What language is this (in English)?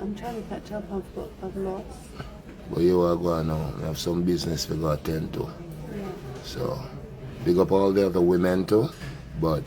Jamaican Creole English